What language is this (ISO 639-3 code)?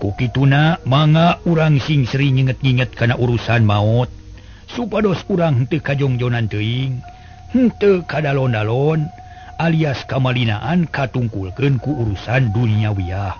sun